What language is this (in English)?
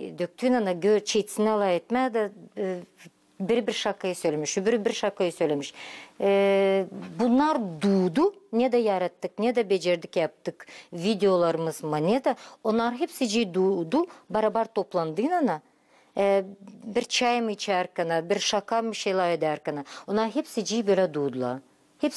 Gagauz